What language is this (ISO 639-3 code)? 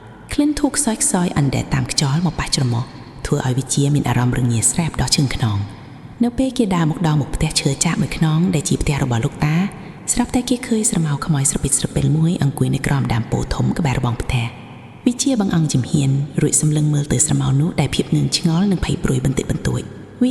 khm